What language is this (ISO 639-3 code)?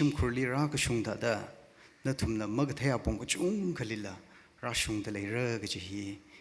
nmf